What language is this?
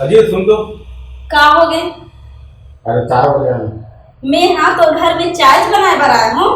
Chhattisgarhi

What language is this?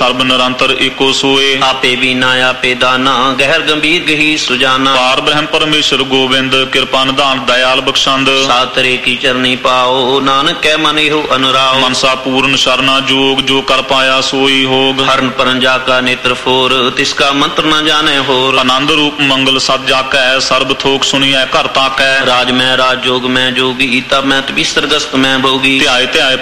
Punjabi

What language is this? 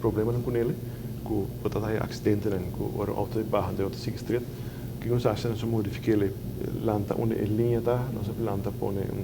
Papiamento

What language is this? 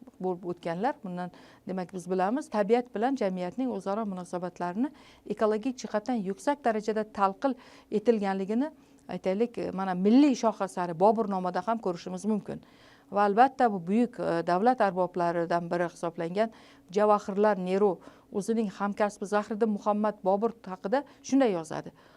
Uzbek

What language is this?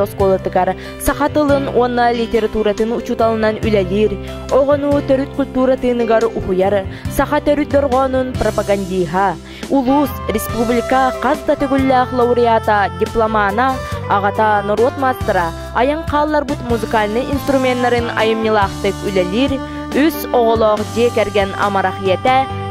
Yakut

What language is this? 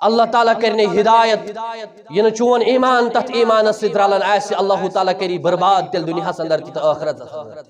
Kashmiri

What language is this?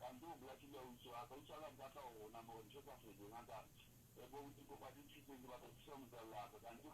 Southern Sotho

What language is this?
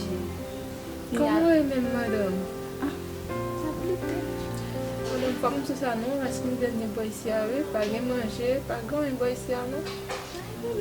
Haitian Creole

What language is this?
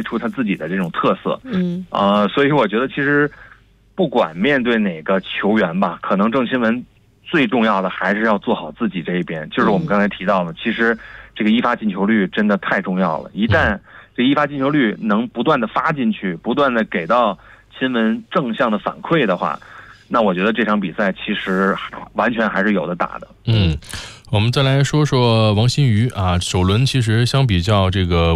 Chinese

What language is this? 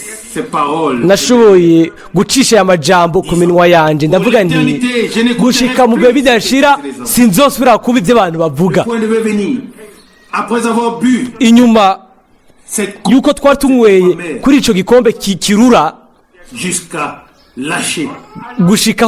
Rundi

